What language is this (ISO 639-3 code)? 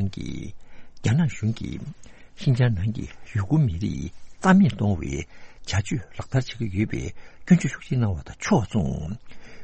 bod